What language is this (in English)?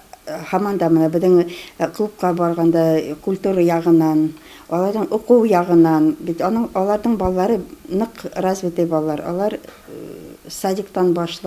Bashkir